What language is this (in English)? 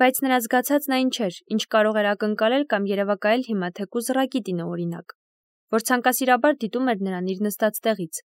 Armenian